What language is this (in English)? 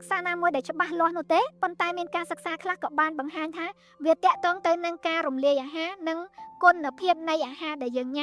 Khmer